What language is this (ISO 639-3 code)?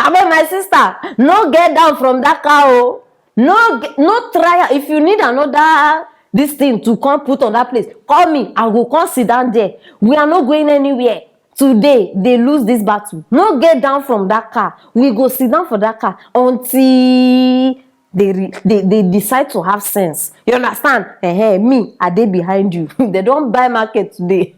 pcm